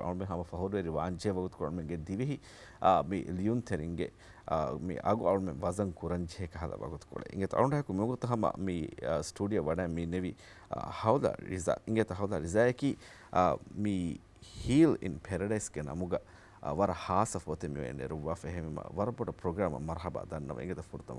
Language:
Divehi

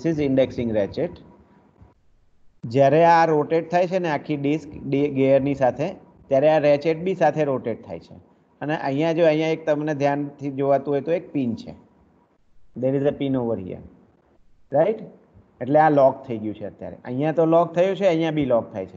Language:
Gujarati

